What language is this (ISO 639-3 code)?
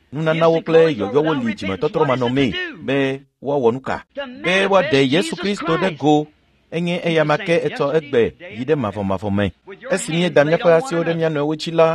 ewe